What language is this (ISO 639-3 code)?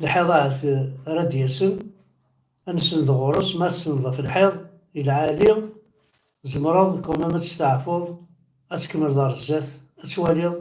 kab